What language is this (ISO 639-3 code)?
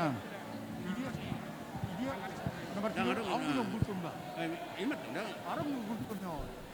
bbc